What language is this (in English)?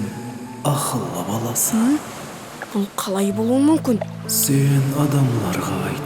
Kara-Kalpak